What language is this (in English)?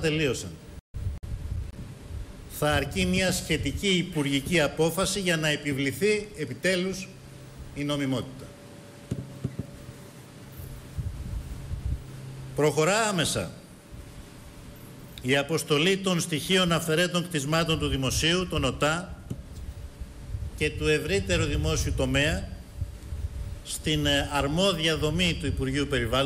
Greek